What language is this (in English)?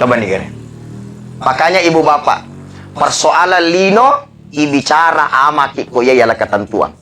Buginese